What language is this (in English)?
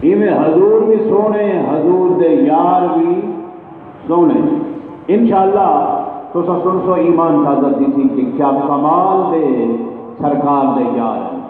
Saraiki